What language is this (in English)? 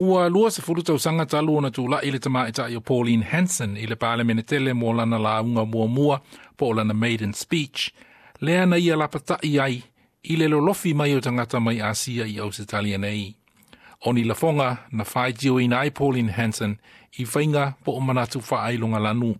Samoan